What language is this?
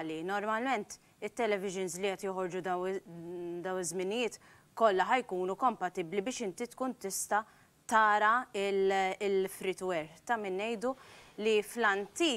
Maltese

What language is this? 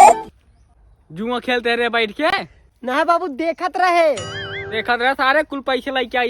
Awadhi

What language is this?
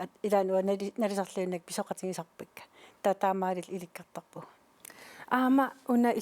Kalaallisut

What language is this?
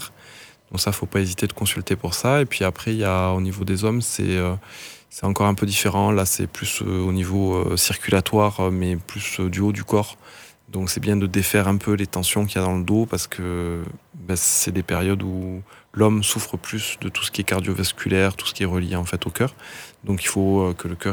French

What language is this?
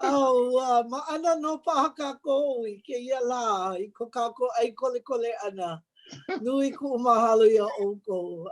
Hawaiian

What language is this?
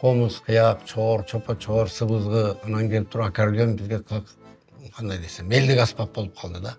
Kyrgyz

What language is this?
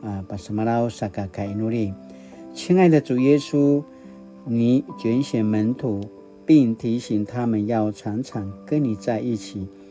Paiwan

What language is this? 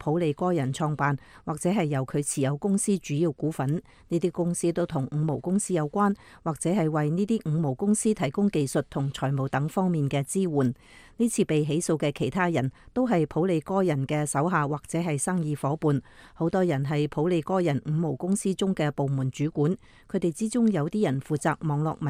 Cantonese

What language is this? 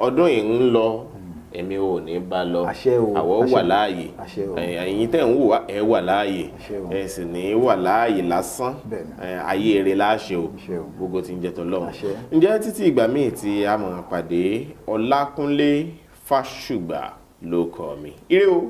Yoruba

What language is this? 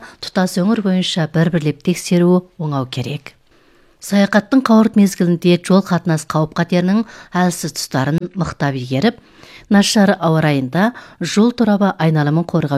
Kazakh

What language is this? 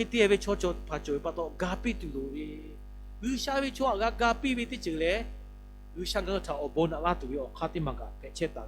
Lahu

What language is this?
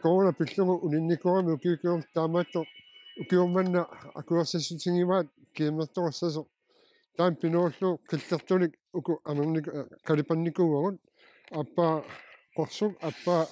Kalaallisut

